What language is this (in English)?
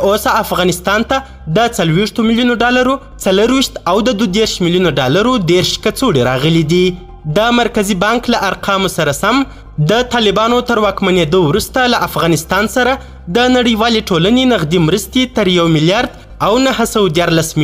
Pashto